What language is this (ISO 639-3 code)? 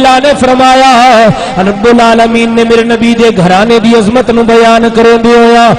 skr